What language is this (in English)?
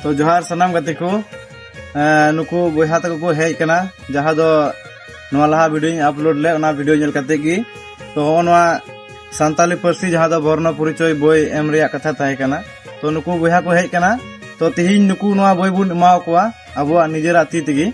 Santali